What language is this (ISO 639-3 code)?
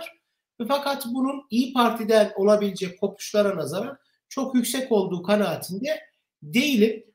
tur